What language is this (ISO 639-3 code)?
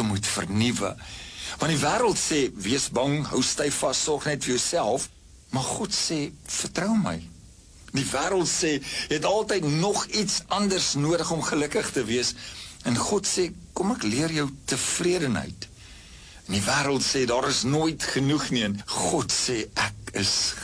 afr